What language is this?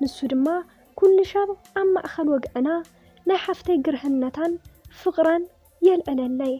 Tigrinya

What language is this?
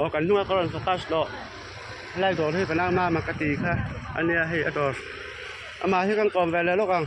Mizo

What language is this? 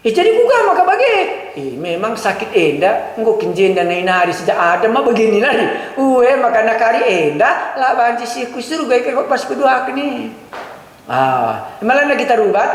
Batak Karo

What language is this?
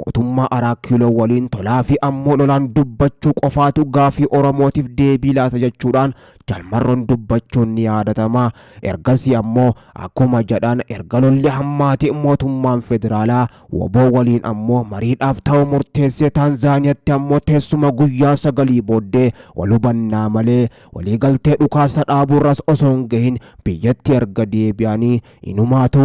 Oromo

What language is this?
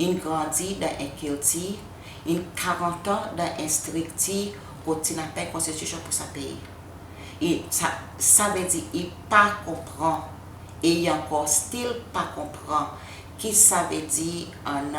Seselwa Creole French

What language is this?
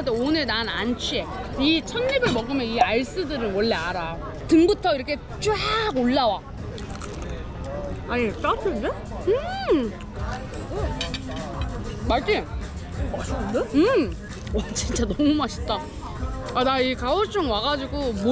Korean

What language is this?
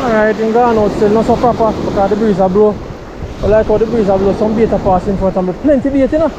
Jamaican Creole English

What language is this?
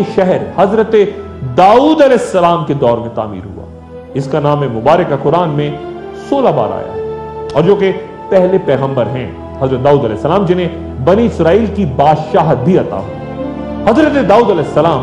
Urdu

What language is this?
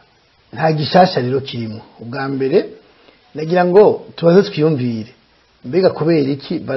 Rundi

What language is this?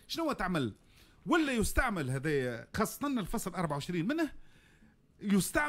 Tunisian Arabic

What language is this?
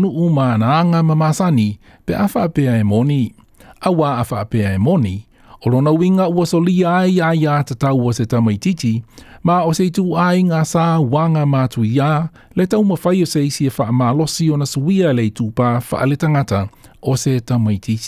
Samoan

